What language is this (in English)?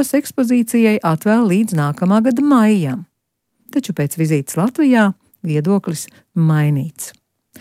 Latvian